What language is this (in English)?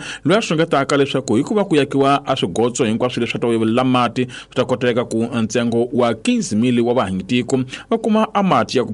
Tsonga